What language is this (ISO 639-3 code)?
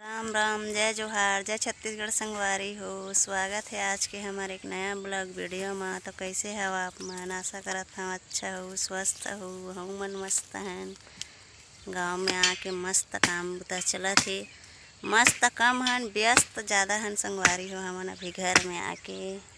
hne